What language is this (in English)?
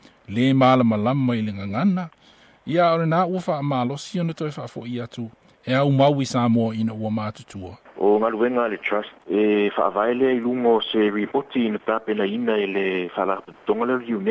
Samoan